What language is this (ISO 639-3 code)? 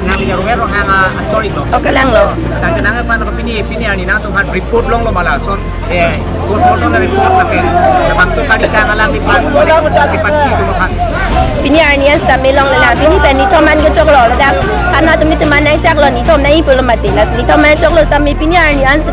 mjw